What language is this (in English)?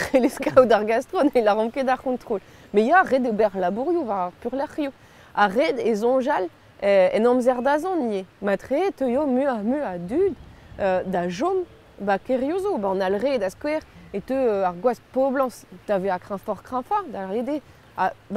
Breton